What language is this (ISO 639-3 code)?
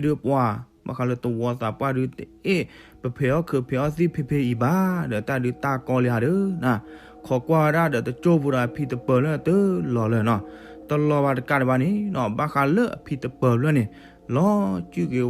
ksw